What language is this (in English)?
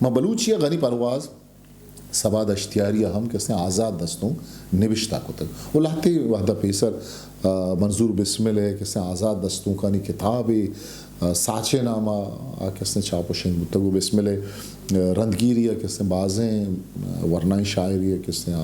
Eastern Balochi